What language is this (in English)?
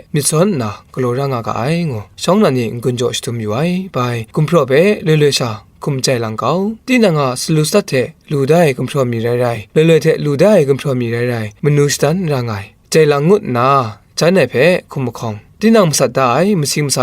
Kachin